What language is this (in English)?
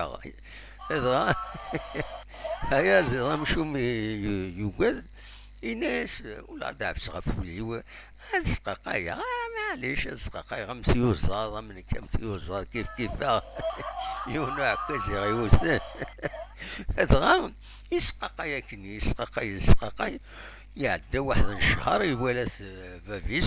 Kabyle